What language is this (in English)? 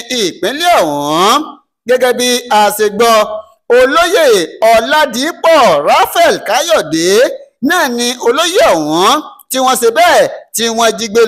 Yoruba